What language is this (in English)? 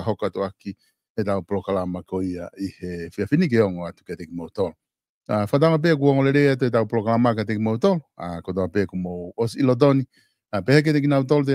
Tongan